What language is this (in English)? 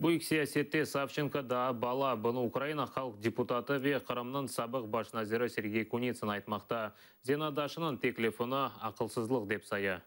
Crimean Tatar